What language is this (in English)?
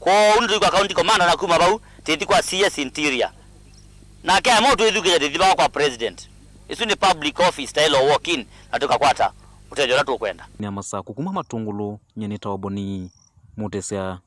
Kamba